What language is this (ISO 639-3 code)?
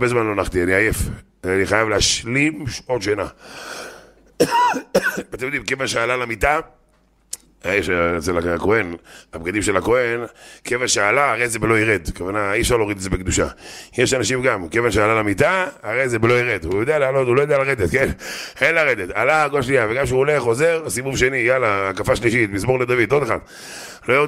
heb